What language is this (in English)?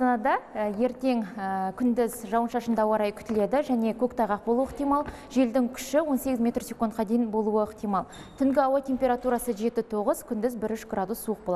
Kazakh